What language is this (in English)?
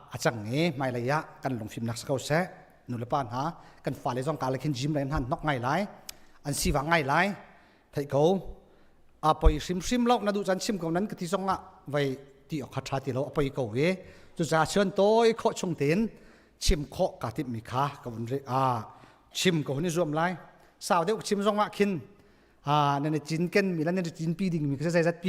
Hakha Chin